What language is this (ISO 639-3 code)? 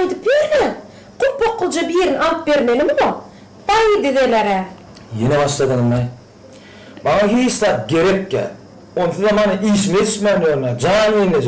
tuk